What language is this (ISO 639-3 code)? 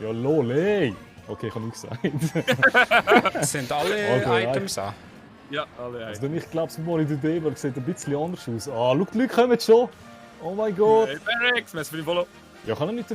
gsw